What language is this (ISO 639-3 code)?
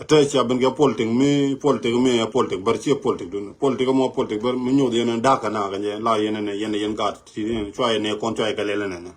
nus